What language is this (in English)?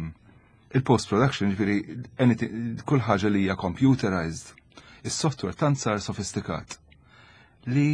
Maltese